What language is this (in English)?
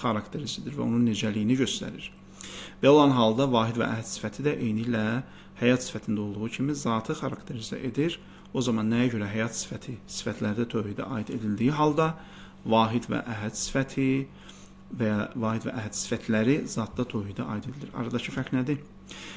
Azerbaijani